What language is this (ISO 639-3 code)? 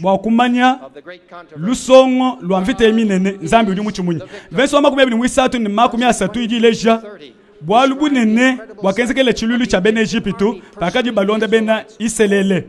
lua